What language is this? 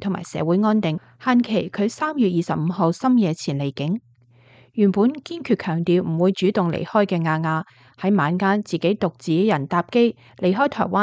Cantonese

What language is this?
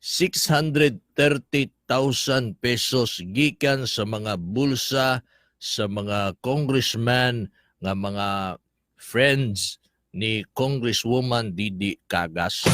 Cebuano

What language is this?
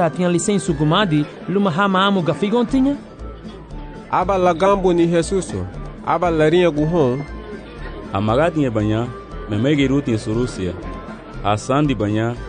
Garifuna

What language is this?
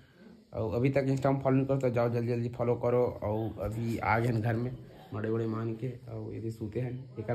Chhattisgarhi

